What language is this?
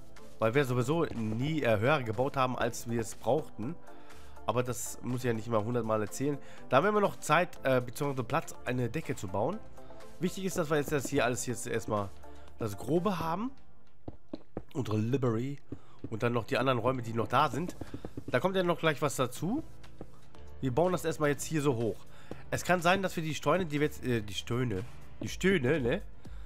German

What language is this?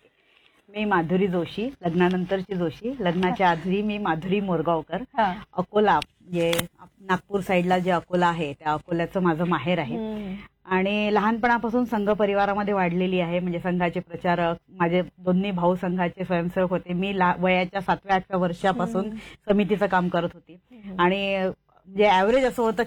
Marathi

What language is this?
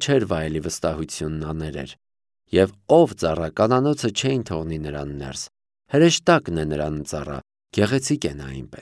Armenian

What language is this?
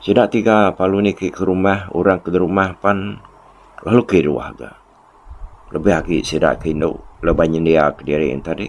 Iban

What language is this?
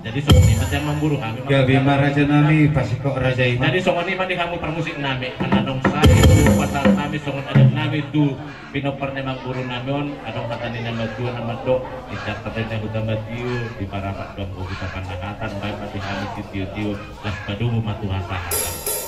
Batak Toba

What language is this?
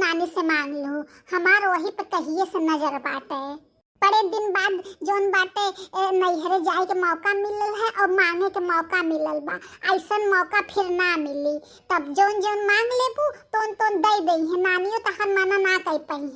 Bhojpuri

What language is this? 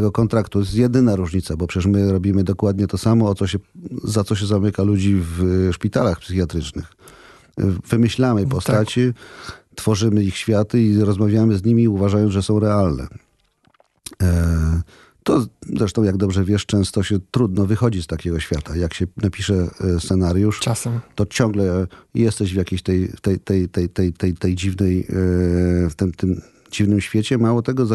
Polish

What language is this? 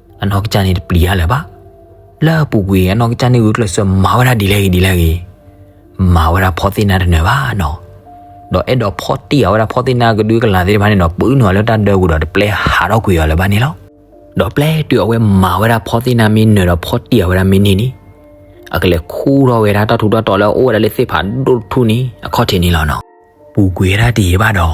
S'gaw Karen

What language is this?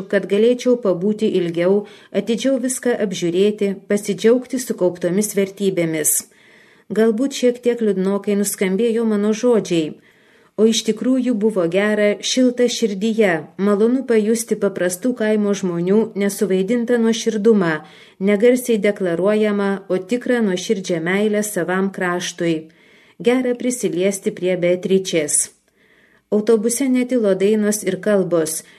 Lithuanian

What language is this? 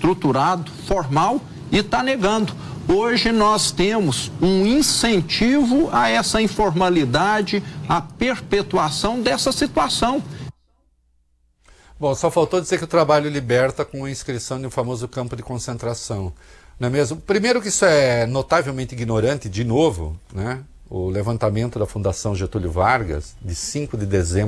Portuguese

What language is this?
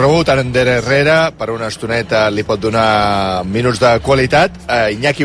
Catalan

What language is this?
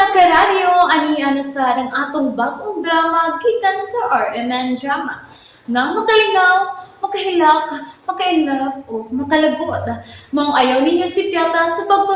Cebuano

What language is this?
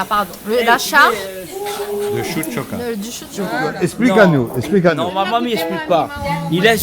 Réunion Creole French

